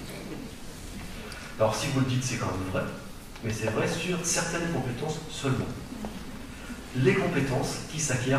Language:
French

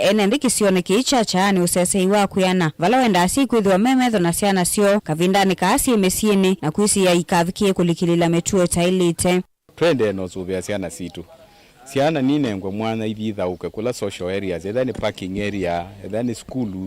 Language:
Kamba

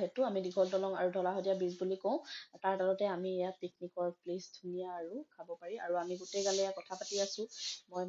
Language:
Assamese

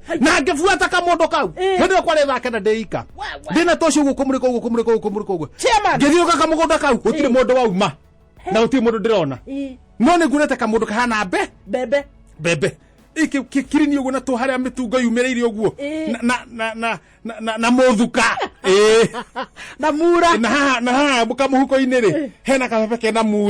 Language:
Kikuyu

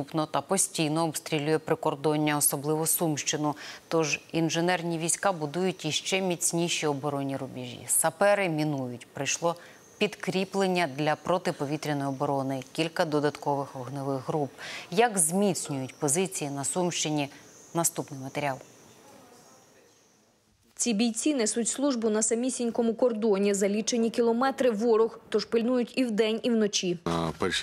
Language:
Ukrainian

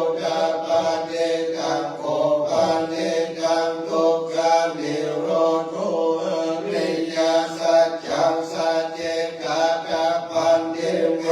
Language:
Pali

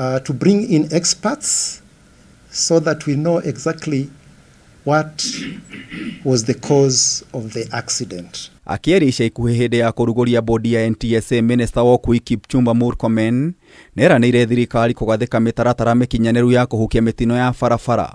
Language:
Kikuyu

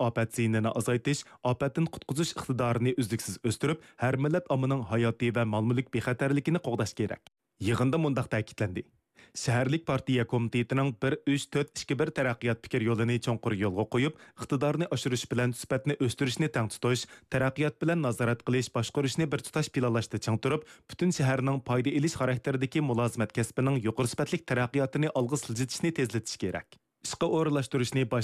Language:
Uyghur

